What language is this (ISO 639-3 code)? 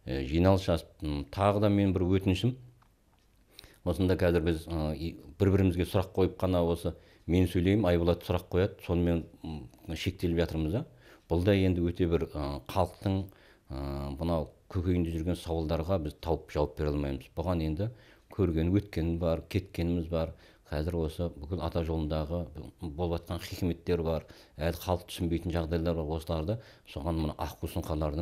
kaz